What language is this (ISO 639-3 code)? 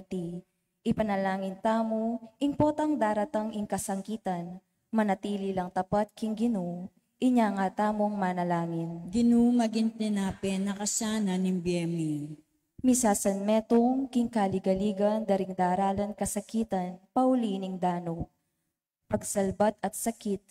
pam